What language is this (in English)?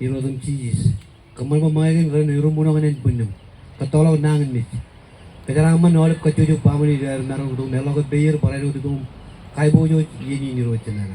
Marshallese